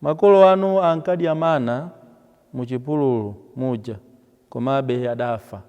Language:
Nyanja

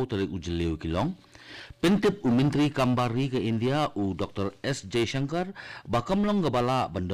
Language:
Khasi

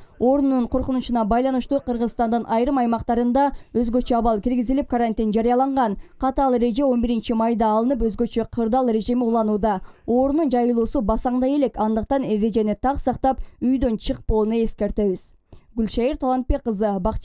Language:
Kyrgyz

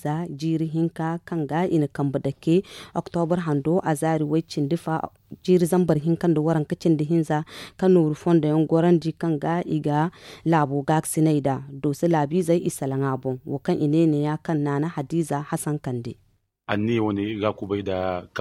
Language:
Zarma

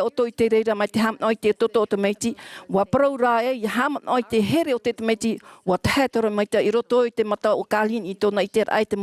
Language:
Tahitian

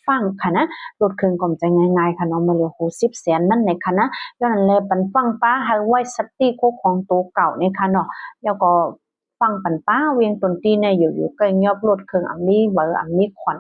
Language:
Shan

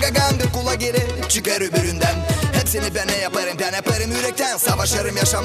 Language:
Gagauz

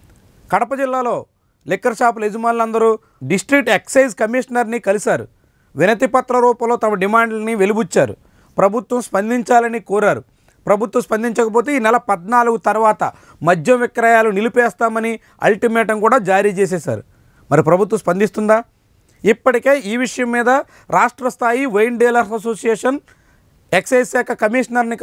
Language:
Telugu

